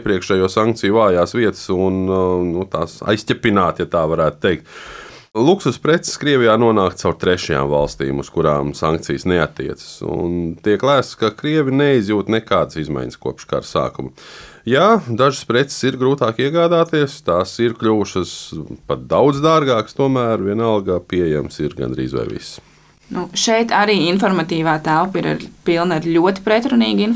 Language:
Latvian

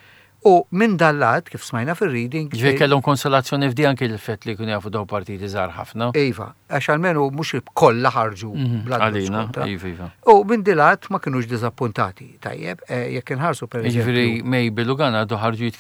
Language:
Maltese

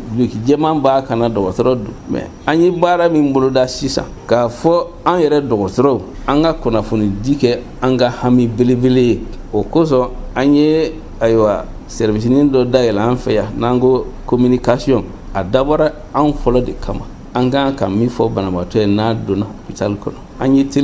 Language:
Bambara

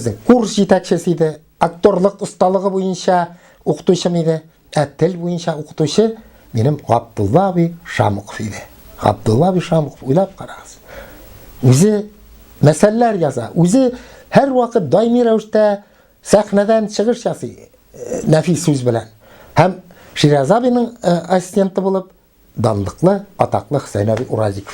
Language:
Tatar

